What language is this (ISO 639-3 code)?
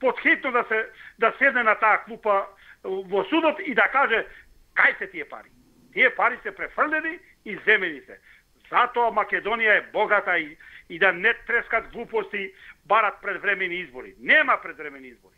mkd